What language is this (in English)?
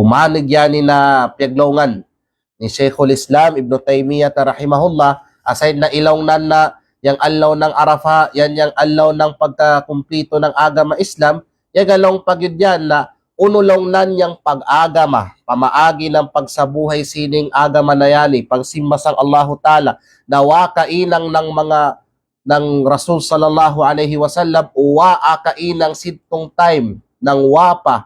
Kalagan